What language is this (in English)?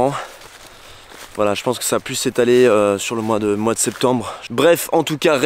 French